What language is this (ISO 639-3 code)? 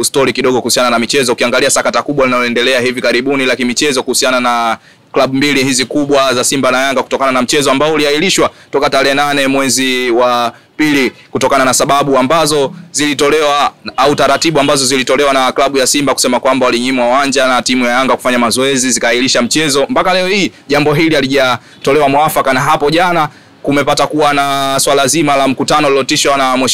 swa